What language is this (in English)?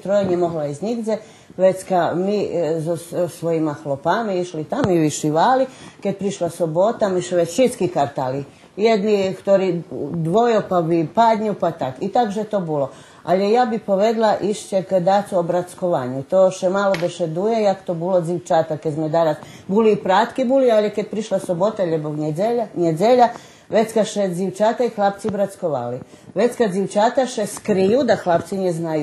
Rusyn